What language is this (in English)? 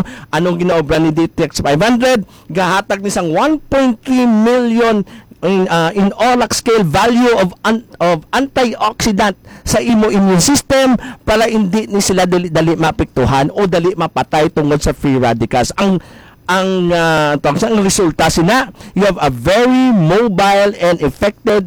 Hiligaynon